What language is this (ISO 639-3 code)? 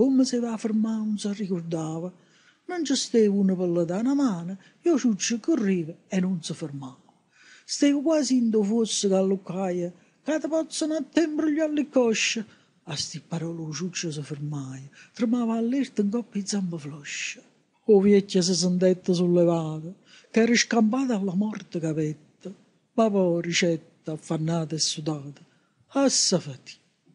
nap